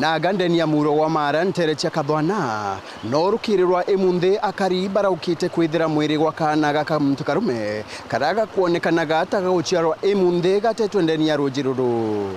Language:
Meru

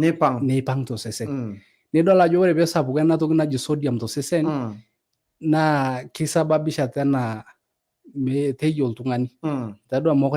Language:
Masai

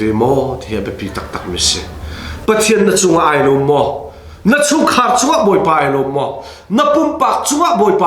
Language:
Hakha Chin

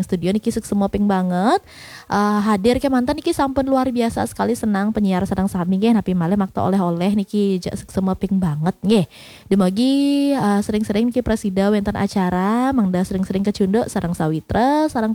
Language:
Balinese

